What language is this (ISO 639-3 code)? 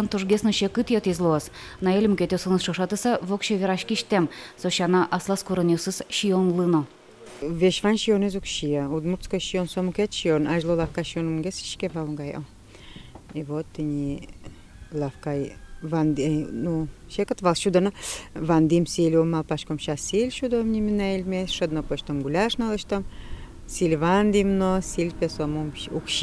udm